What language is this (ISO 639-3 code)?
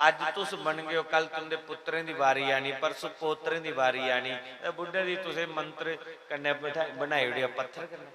doi